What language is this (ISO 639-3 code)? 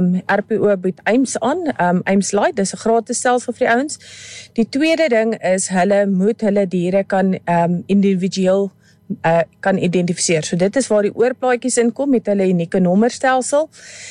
afr